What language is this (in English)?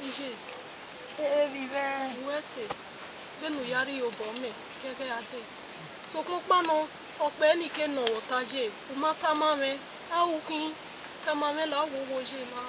Bini